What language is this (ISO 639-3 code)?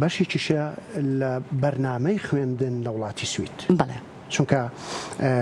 ckb